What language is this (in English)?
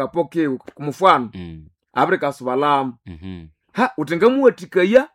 Nande